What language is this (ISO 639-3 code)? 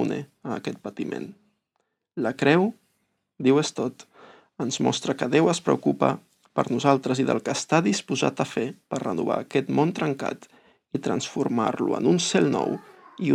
cat